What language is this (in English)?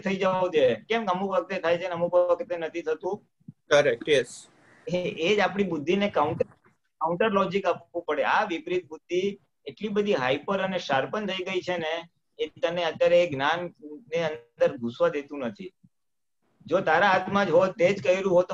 Gujarati